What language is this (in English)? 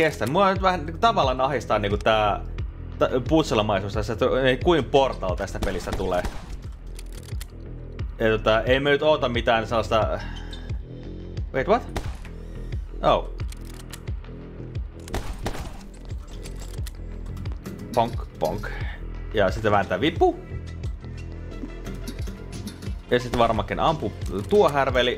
Finnish